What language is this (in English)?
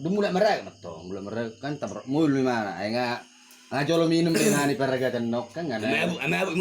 Batak Toba